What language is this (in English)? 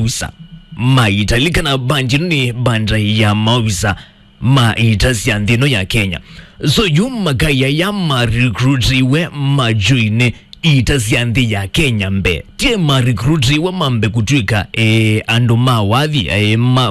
Kamba